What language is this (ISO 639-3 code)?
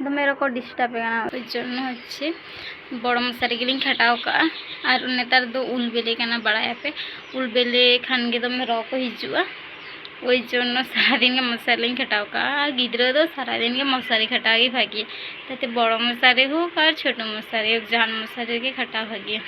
sat